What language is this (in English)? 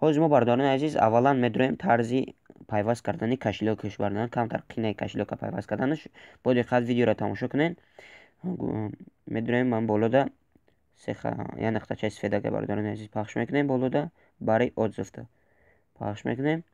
Tajik